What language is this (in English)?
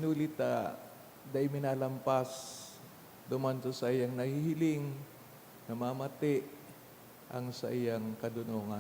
Bikol